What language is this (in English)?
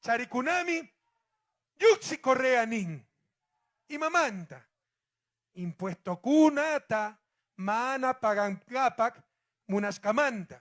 Ayacucho Quechua